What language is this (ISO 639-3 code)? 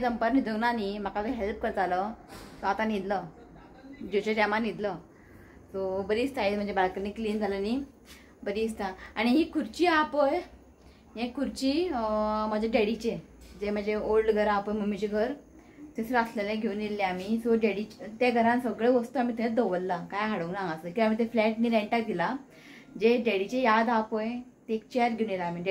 kok